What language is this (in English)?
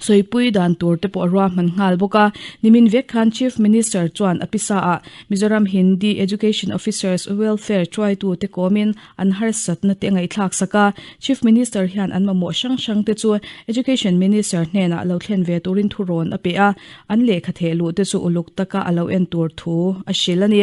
Mizo